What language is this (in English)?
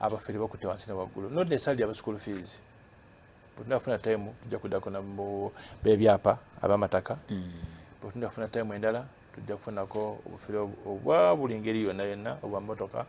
Ganda